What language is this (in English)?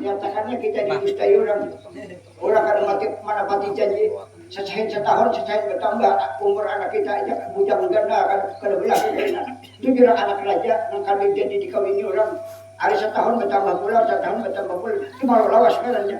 Banjar